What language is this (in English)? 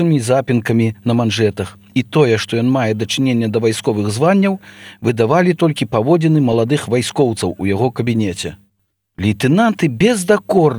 Belarusian